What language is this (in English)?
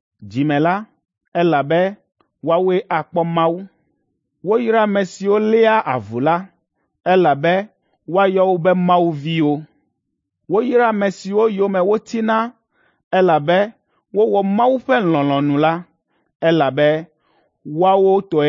Ewe